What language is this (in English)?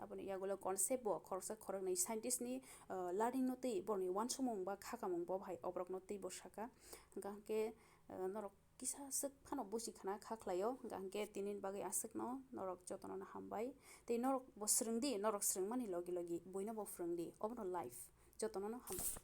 Kok Borok